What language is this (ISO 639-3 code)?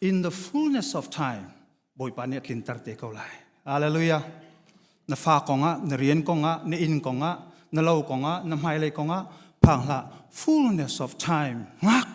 cnh